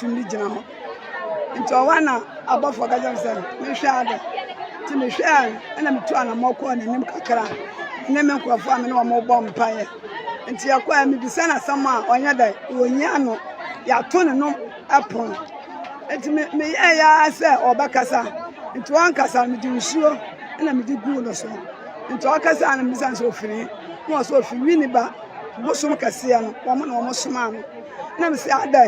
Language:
Akan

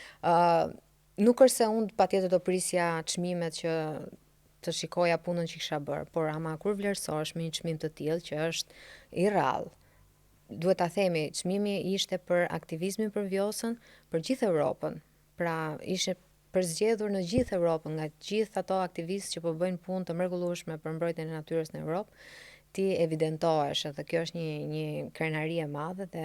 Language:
Albanian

